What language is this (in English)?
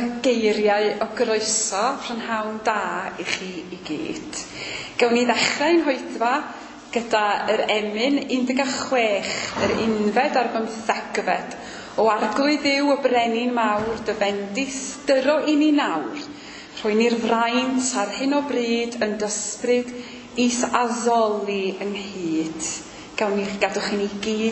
Welsh